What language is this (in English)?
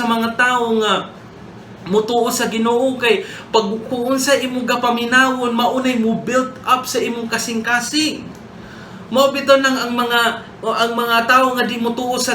Cebuano